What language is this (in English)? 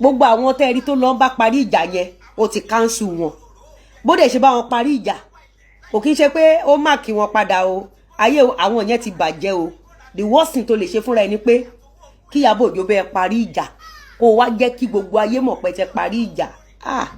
Yoruba